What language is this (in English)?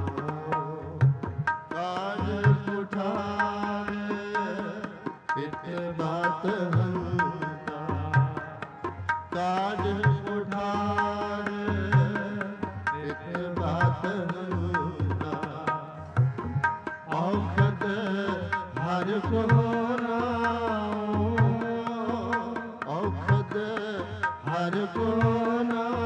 Punjabi